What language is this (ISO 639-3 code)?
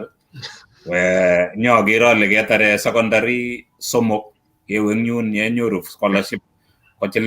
kln